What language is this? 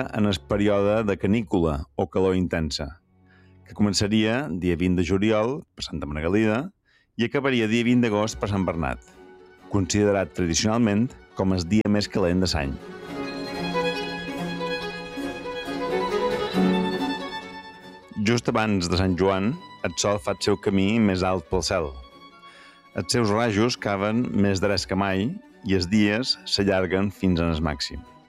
Catalan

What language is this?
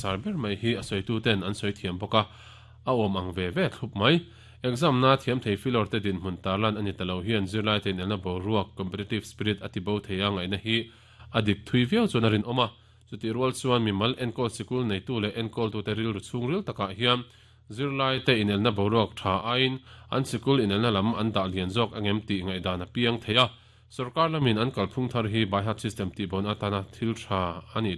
Mizo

